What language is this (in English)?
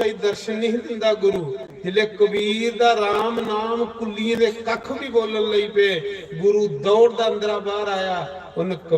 Dogri